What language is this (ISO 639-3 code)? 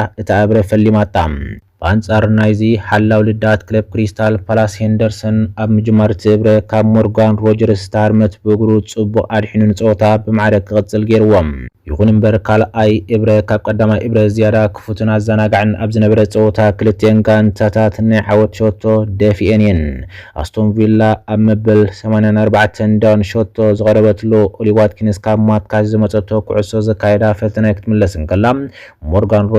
tir